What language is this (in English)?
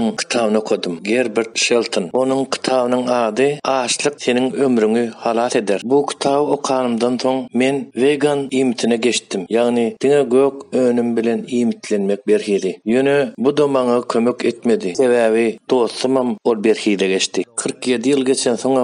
Turkmen